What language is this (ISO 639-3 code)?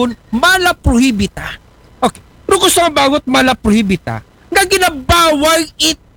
akl